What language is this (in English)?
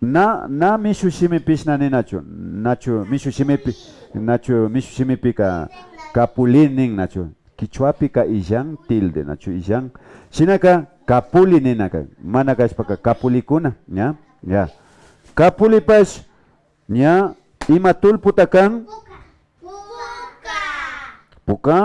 Imbabura Highland Quichua